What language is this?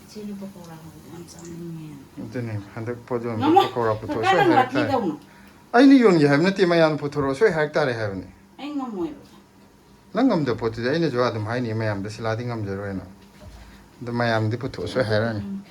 Manipuri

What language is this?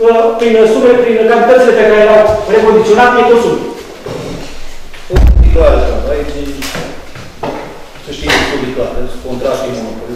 Romanian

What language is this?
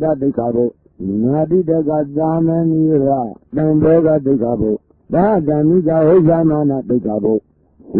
Burmese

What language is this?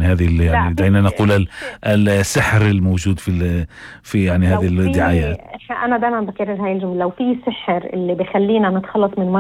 North Levantine Arabic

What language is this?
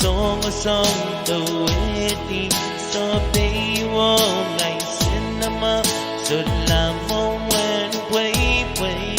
Pohnpeian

